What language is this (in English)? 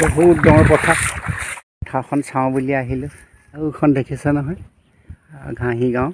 Assamese